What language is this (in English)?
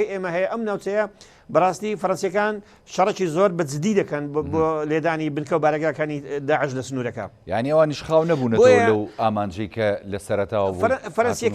Central Kurdish